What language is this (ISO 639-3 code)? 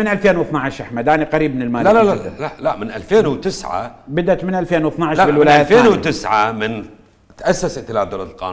acm